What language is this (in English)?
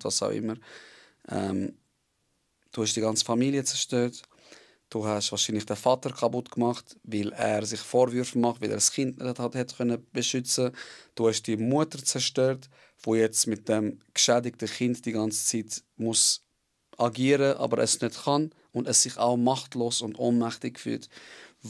Swiss German